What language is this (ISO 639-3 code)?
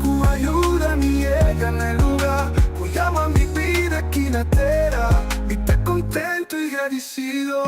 pap